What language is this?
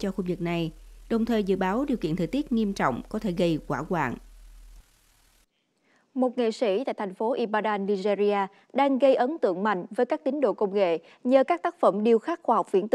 Vietnamese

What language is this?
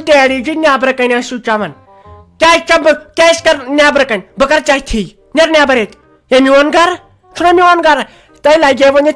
Kashmiri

